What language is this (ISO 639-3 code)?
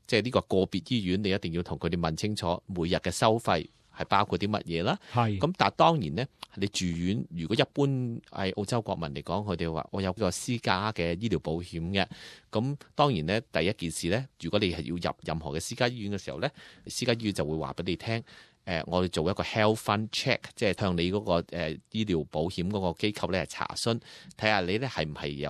yue